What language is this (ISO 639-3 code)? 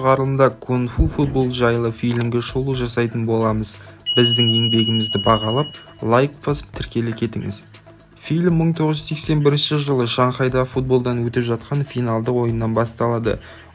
kaz